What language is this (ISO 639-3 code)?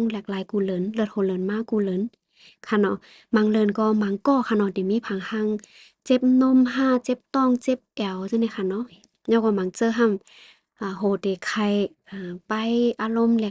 shn